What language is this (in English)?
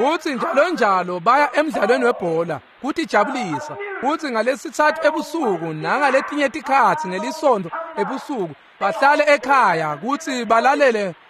Swati